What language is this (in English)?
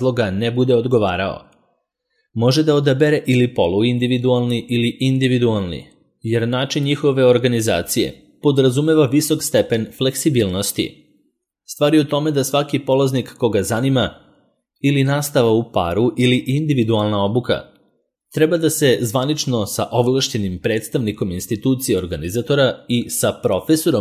Serbian